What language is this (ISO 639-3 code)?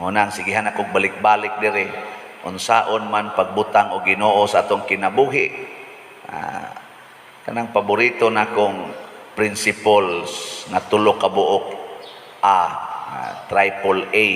ceb